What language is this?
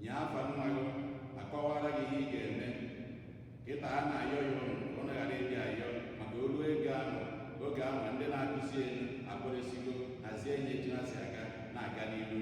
Igbo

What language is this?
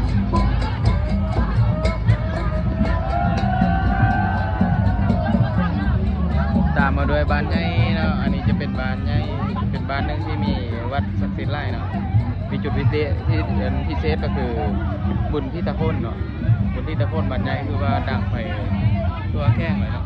Lao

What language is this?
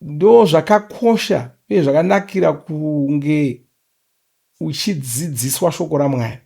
Shona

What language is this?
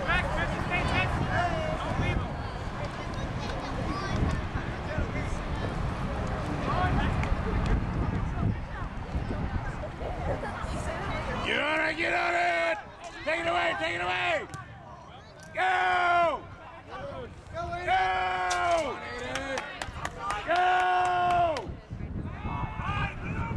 English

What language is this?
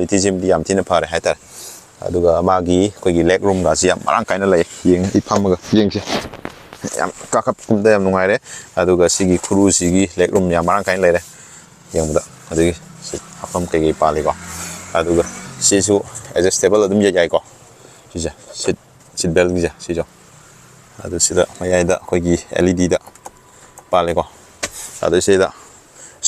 Manipuri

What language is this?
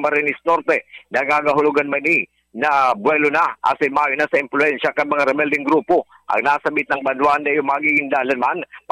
Bikol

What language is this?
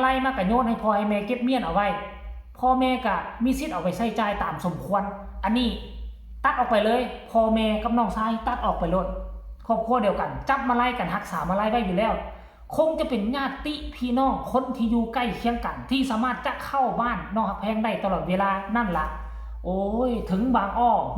Lao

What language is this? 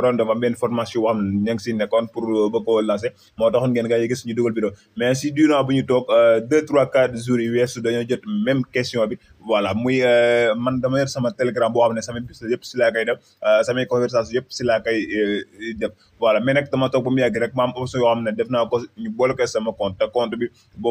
Wolof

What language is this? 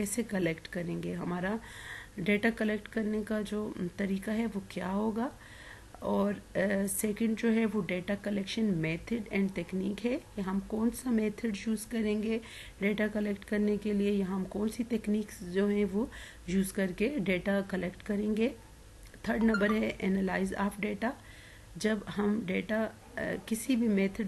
Urdu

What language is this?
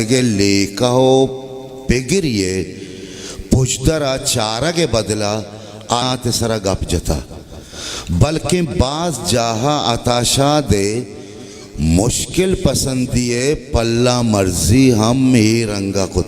Baluchi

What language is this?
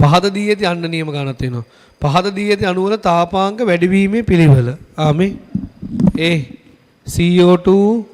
Sinhala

